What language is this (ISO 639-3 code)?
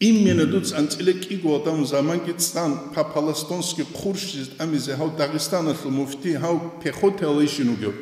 ava